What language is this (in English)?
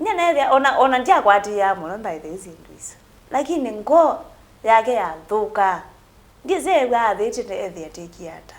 Kamba